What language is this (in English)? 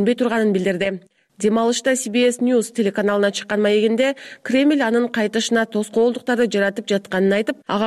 Kyrgyz